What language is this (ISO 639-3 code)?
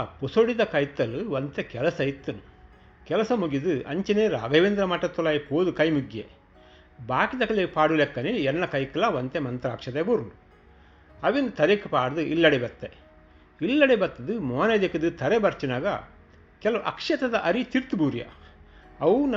tcy